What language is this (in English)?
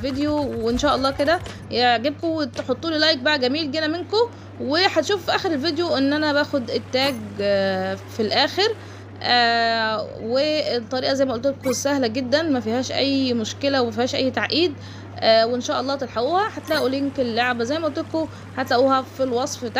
Egyptian Arabic